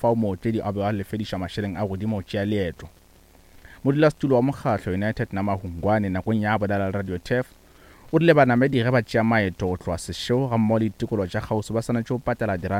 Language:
Northern Sotho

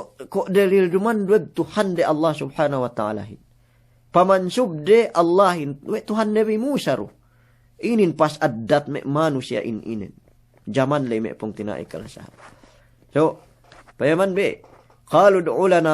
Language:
Yakan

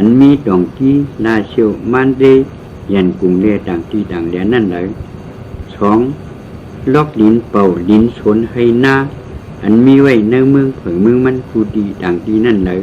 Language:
Shan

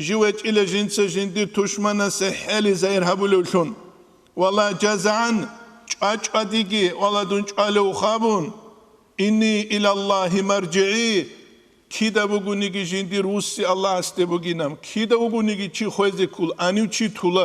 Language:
Avaric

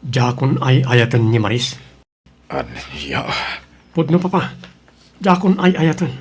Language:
Iloko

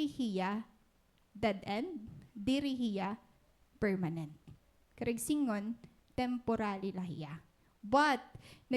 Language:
Waray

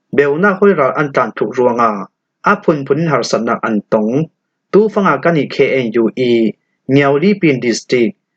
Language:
Falam Chin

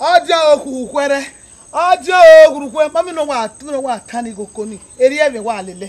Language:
Bini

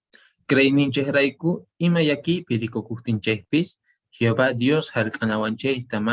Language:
Quechua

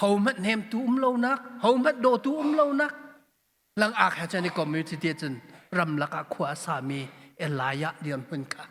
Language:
Hakha Chin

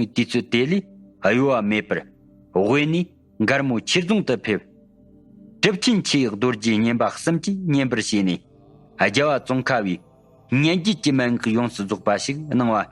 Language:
Tibetan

